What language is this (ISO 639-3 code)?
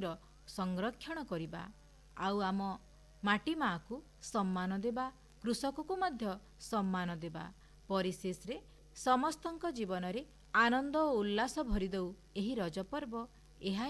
ori